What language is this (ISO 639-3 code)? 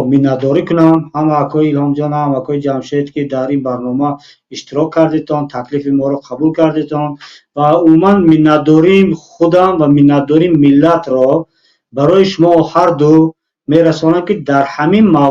tgk